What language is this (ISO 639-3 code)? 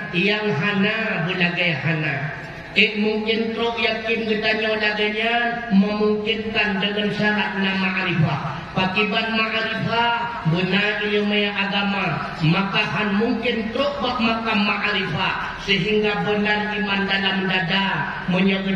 ace